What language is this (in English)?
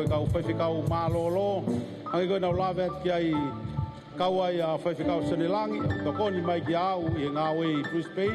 Tongan